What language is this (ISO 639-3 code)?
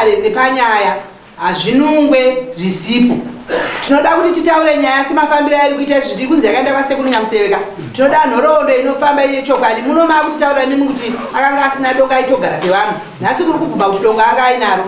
sna